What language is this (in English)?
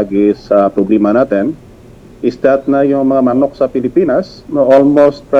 Filipino